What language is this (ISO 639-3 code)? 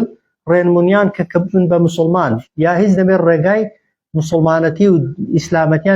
ckb